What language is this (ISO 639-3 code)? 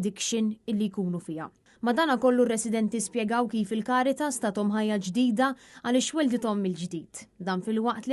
mlt